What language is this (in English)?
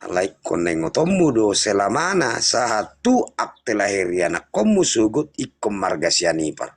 Batak Toba